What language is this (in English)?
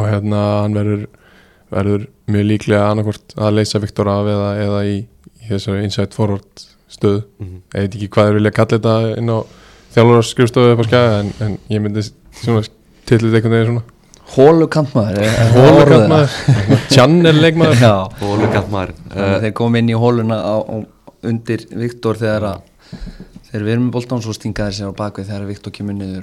Icelandic